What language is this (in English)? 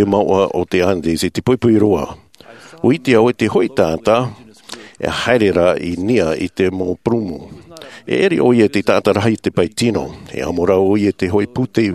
Tahitian